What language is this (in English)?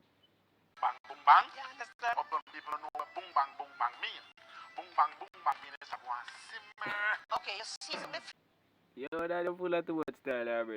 Jamaican Creole English